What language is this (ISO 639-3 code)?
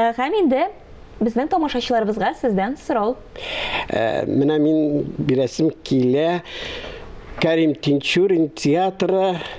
tat